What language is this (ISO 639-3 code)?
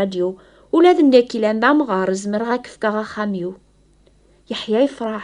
kab